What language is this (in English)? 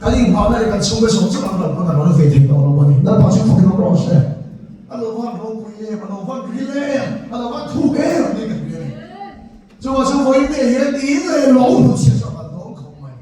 Mizo